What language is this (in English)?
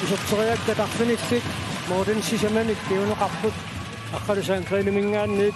Kalaallisut